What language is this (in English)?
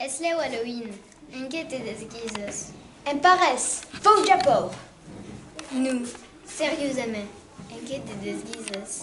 Occitan